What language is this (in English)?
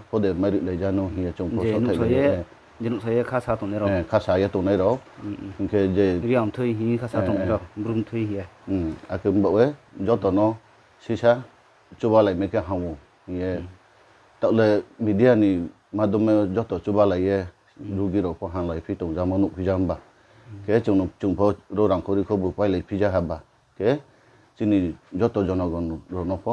Riang (India)